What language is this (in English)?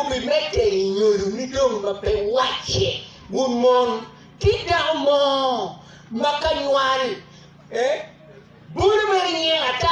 Acoli